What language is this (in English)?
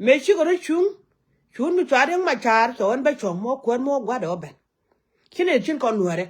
Nuer